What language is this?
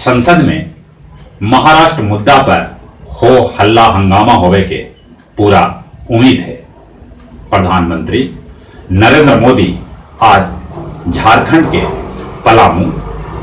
Magahi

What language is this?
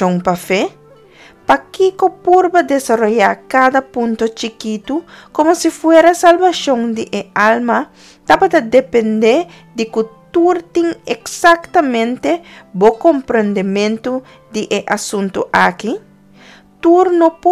Papiamento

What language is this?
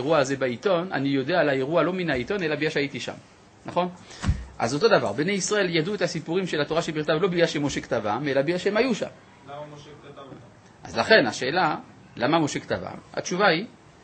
Hebrew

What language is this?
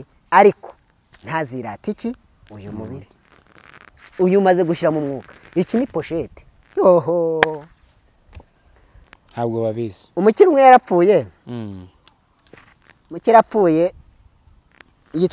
Kinyarwanda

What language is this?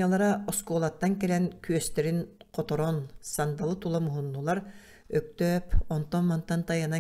Yakut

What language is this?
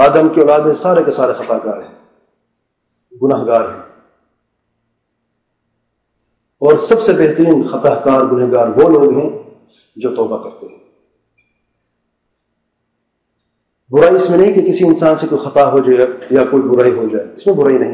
Urdu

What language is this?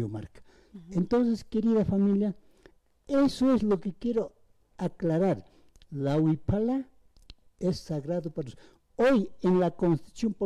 Aymara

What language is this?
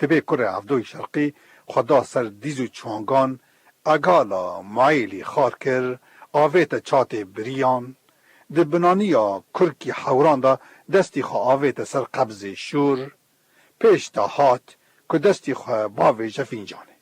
Kurdish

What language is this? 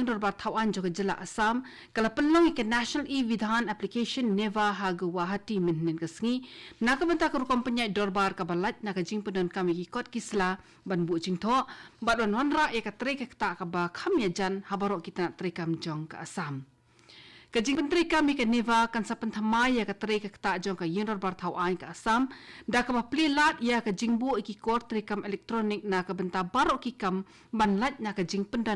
Khasi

